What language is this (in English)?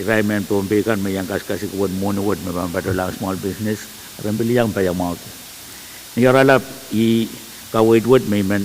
Pohnpeian